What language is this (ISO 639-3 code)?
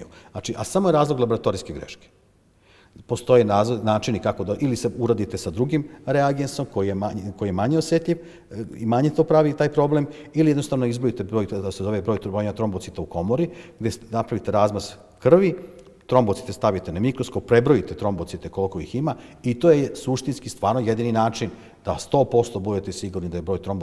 srp